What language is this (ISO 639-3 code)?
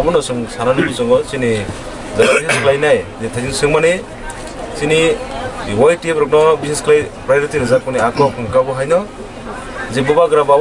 trp